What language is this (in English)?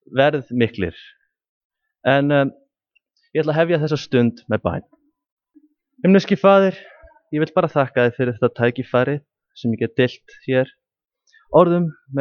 Icelandic